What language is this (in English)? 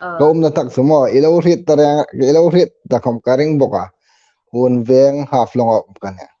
Hmar